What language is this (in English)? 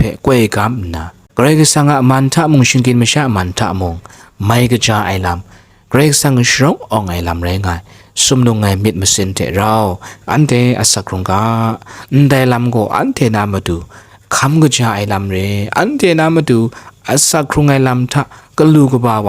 Kachin